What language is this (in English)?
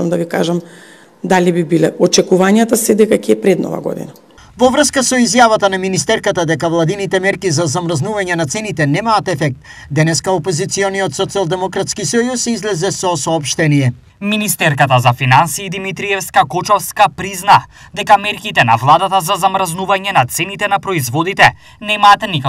Macedonian